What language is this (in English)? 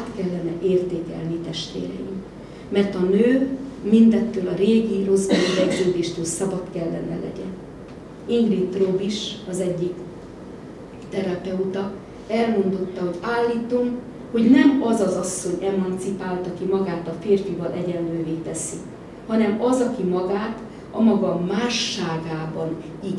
Hungarian